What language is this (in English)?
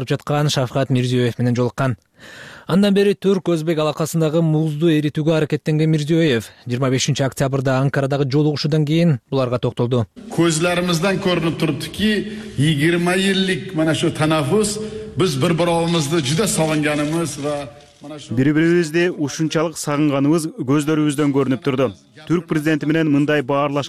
Kyrgyz